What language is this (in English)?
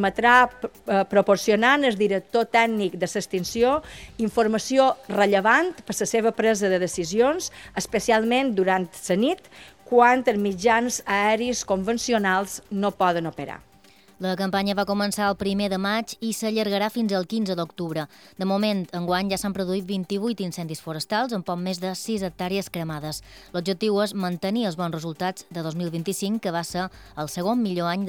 Catalan